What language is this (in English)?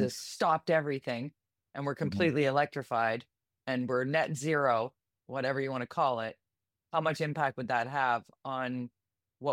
English